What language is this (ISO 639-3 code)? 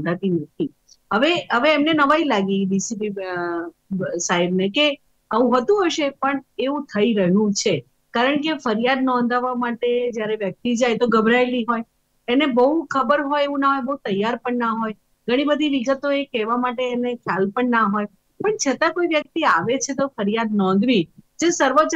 guj